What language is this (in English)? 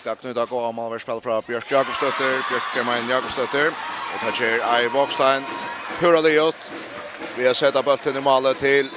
Faroese